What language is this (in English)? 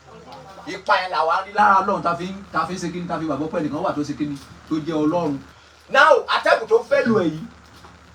Yoruba